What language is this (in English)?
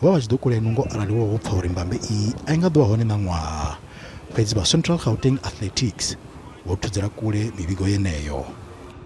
Venda